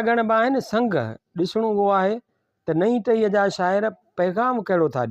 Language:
Sindhi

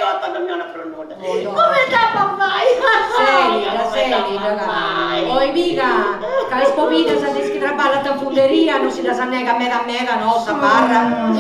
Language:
Sardinian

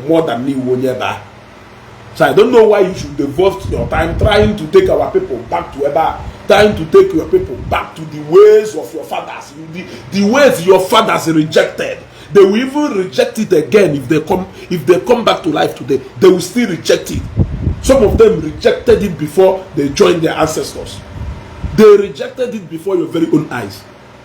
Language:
Igbo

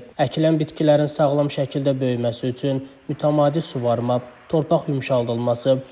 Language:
Azerbaijani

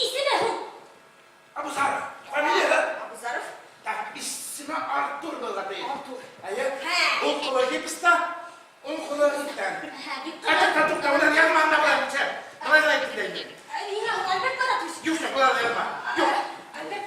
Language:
Bashkir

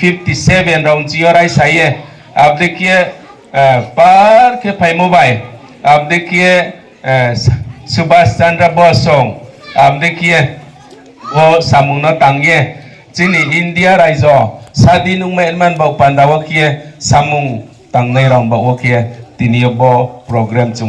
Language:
Riang (India)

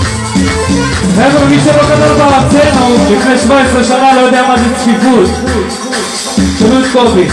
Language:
Hebrew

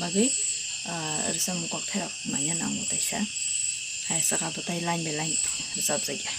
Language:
Kok Borok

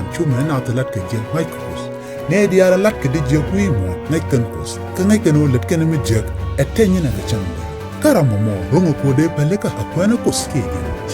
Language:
Nuer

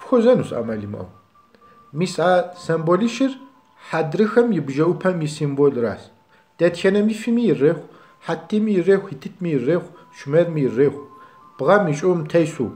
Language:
Kabardian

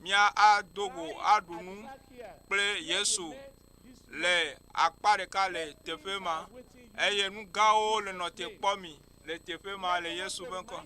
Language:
Ewe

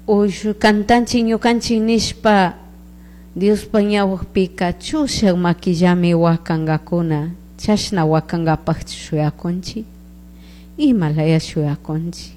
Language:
Chimborazo Highland Quichua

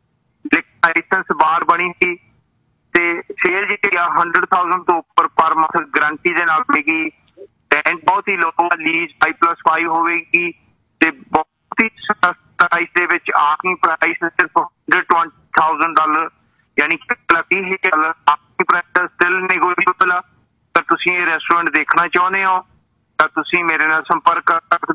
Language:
Punjabi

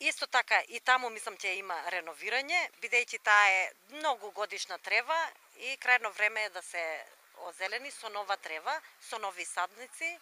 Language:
Macedonian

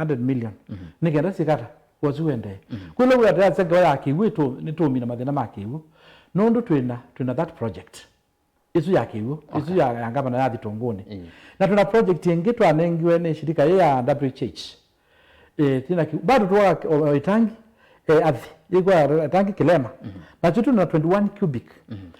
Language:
Kamba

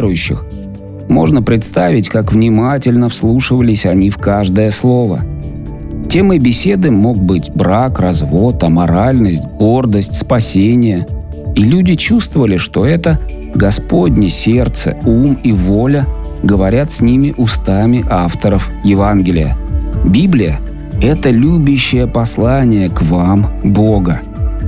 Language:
Russian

